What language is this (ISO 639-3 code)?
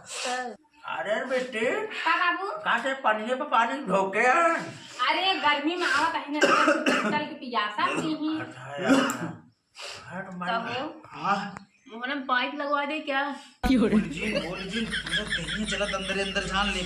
awa